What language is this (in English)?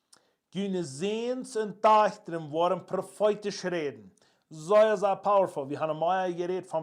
Plautdietsch